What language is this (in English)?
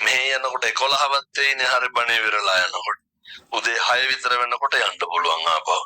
Sinhala